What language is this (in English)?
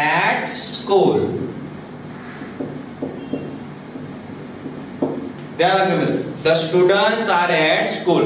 Gujarati